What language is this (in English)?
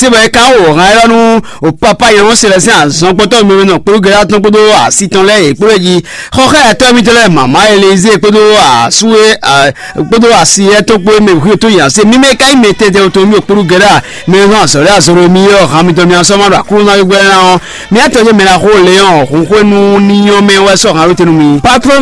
Fon